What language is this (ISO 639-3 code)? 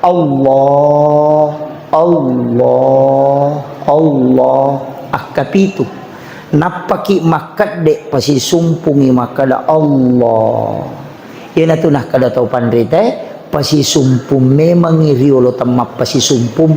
bug